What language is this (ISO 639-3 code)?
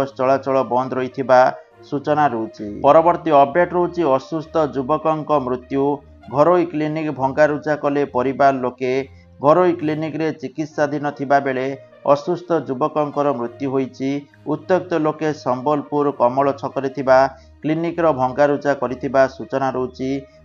ori